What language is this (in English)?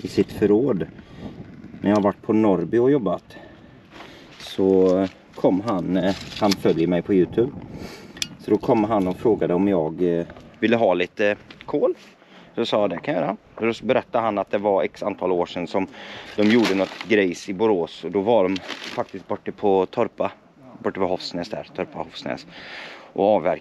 Swedish